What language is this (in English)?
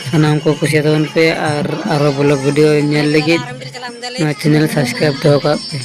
Santali